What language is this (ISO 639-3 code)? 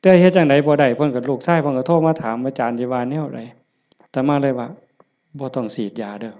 tts